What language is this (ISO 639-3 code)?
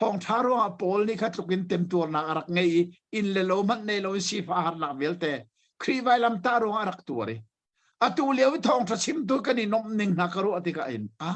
cnh